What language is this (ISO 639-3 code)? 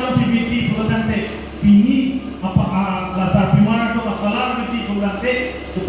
mjw